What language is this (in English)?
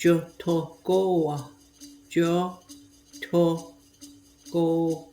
Mohawk